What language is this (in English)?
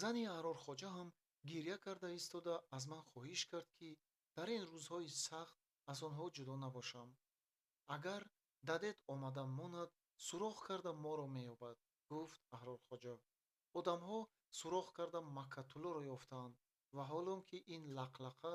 Tajik